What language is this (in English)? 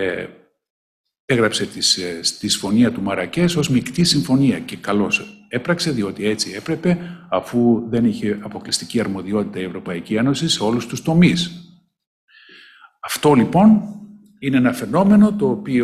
Greek